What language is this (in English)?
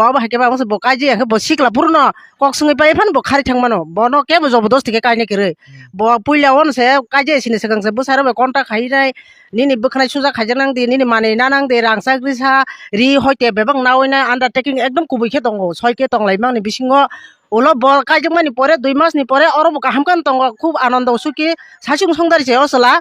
Kok Borok